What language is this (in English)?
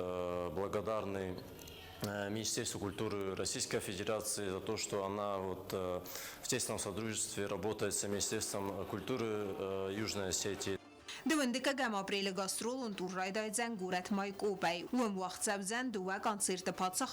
Ossetic